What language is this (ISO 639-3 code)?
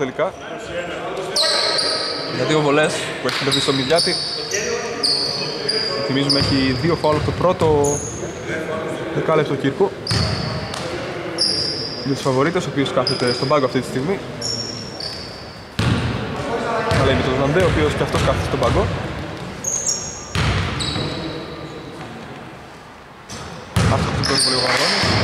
ell